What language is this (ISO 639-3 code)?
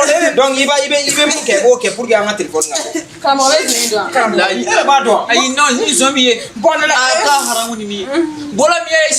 bam